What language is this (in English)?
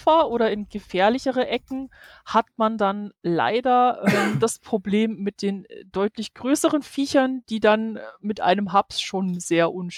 German